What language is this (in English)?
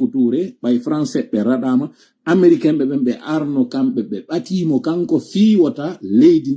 Fula